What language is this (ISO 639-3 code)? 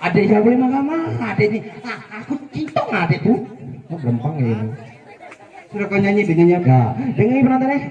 mui